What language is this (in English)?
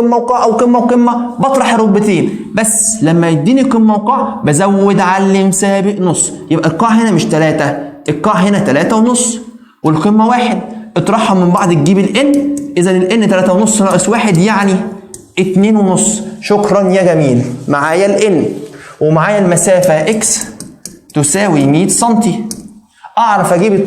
Egyptian Arabic